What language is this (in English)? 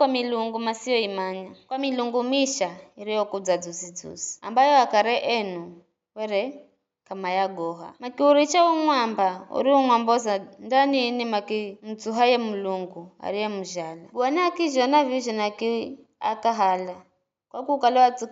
Giryama